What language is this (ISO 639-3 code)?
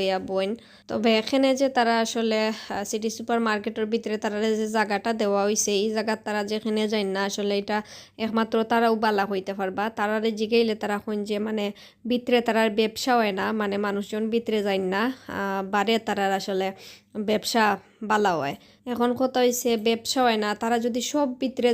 syl